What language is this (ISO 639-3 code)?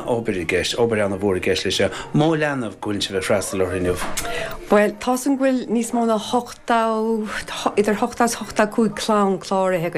gle